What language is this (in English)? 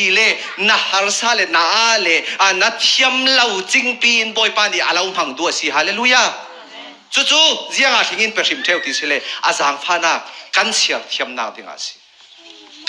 Falam Chin